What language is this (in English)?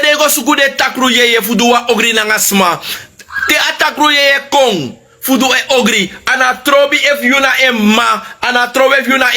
Sranan Tongo